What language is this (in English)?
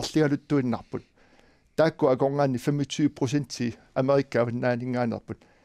Kalaallisut